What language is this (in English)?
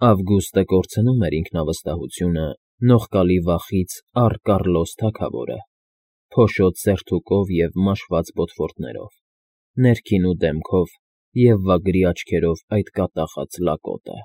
Armenian